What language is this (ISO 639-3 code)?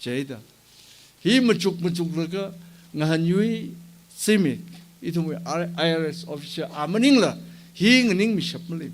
nmf